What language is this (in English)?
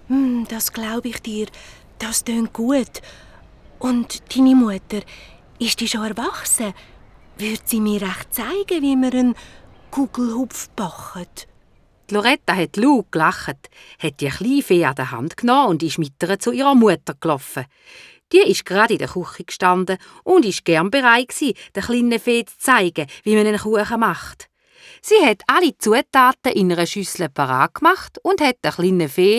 Swiss German